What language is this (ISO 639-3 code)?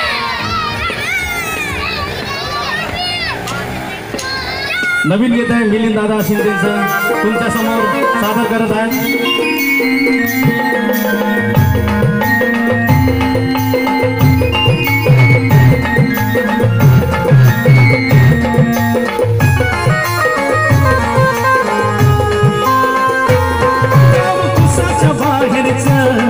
mar